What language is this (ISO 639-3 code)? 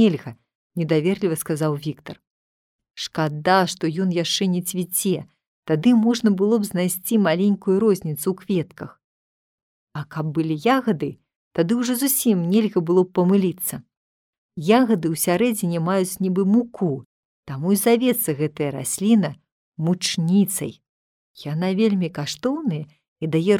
bel